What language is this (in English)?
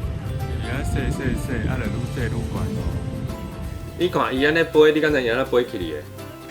Min Nan Chinese